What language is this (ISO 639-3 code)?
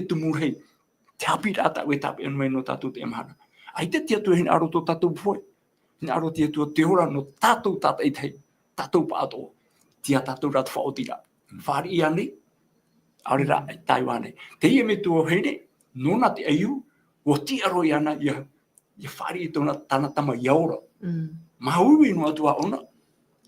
tah